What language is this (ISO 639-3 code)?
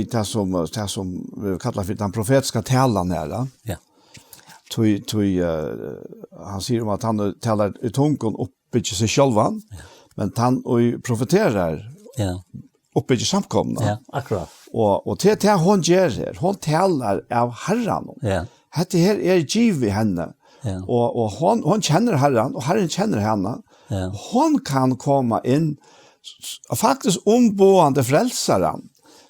fao